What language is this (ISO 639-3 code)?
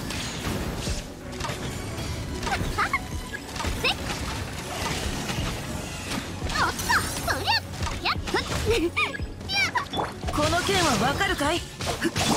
jpn